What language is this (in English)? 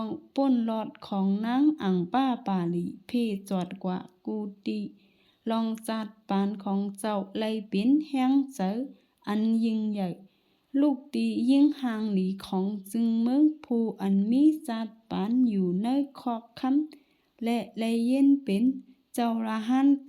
Shan